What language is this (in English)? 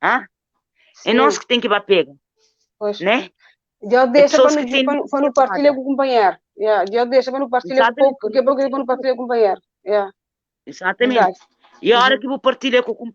Kabuverdianu